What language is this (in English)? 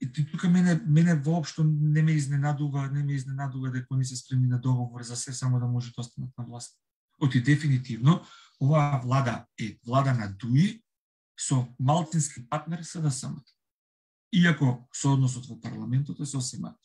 Macedonian